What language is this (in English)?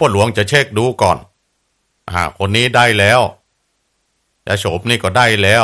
Thai